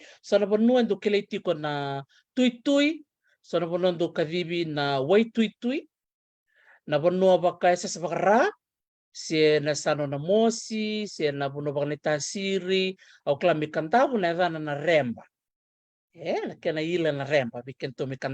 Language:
Fijian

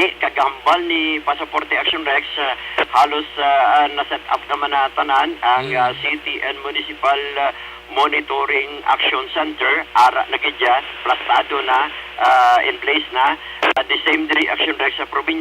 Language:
Hiligaynon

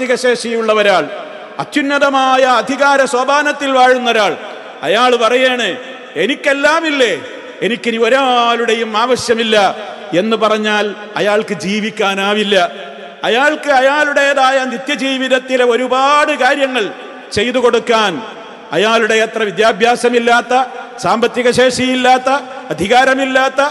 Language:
Malayalam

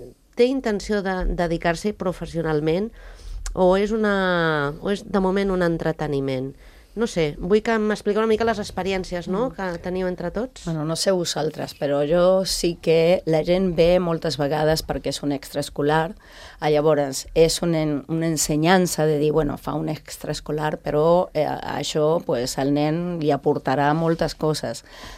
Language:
Catalan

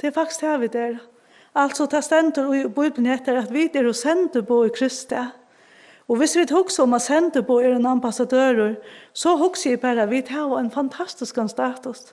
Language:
Faroese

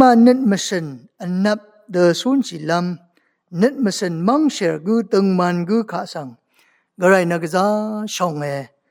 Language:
Rawang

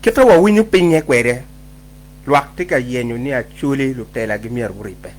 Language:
Acoli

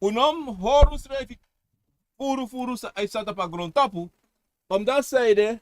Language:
Sranan Tongo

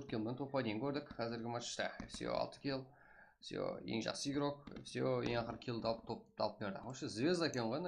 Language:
Kara-Kalpak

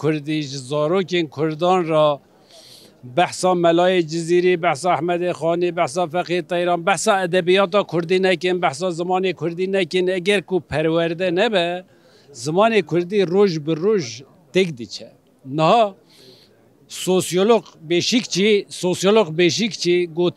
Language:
Kurdish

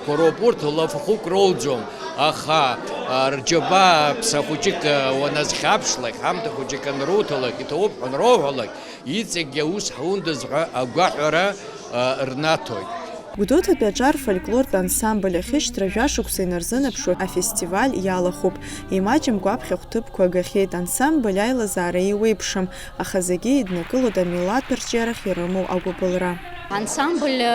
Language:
Abkhazian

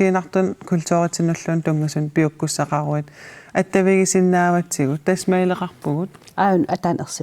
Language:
Kalaallisut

